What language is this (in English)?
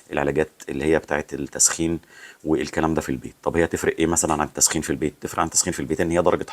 Egyptian Arabic